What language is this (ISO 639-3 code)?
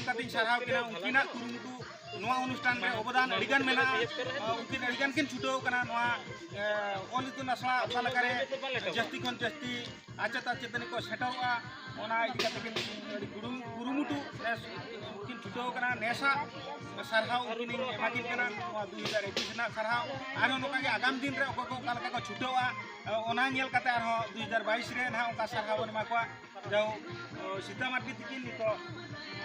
sat